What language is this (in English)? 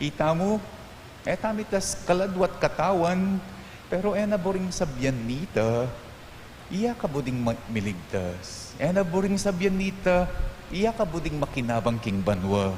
Pampanga